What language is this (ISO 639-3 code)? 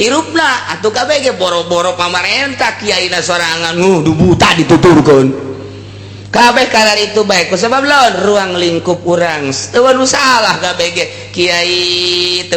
sun